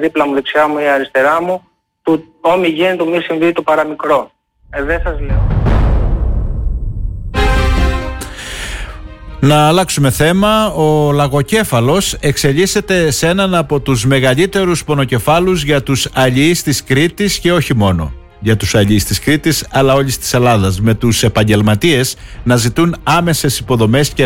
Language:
Greek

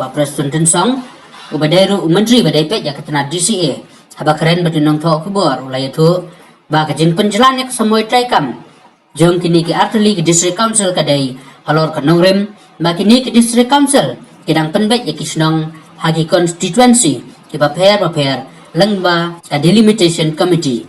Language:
Khasi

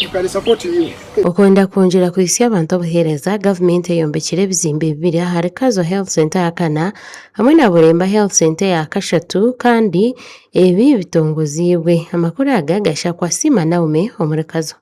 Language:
Nyankole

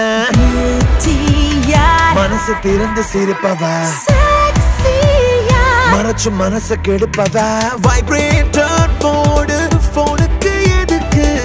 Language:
Tamil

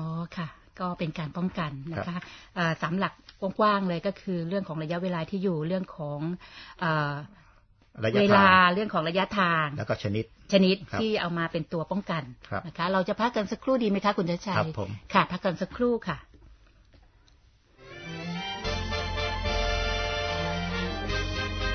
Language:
Thai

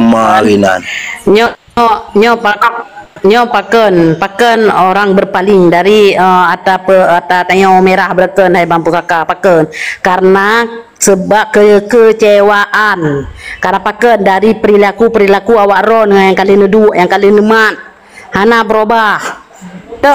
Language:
Achinese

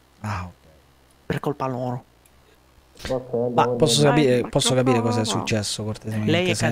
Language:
Italian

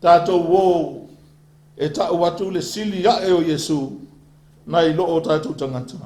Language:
Samoan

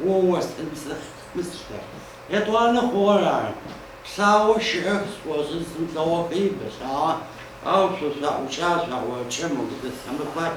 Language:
Adyghe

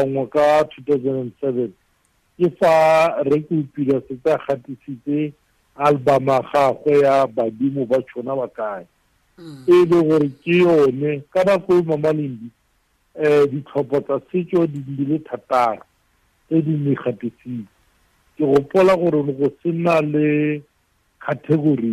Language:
Tswana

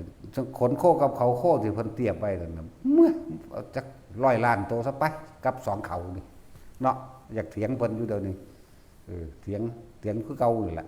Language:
Northeastern Thai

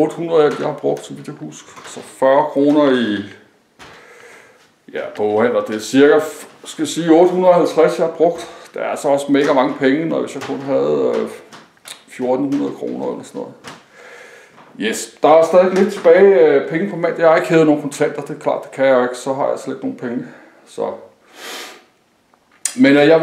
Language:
Danish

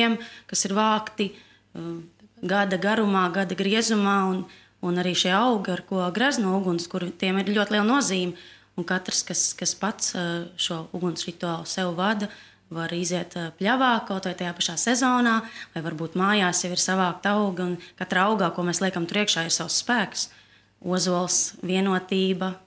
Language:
Latvian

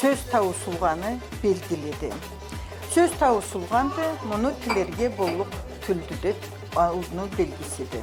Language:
Karachay-Balkar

